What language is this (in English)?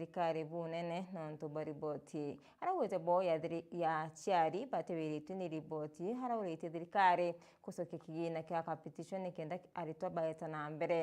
Meru